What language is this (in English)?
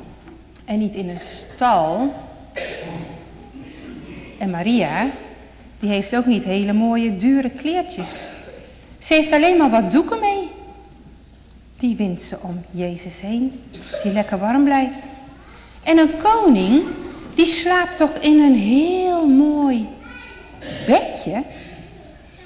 Dutch